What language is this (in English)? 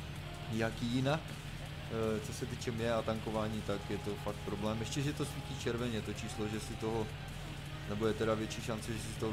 Czech